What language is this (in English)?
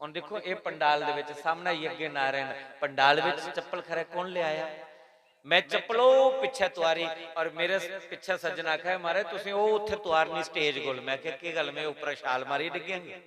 Dogri